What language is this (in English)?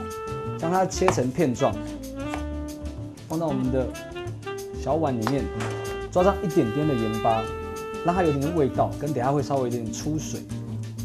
Chinese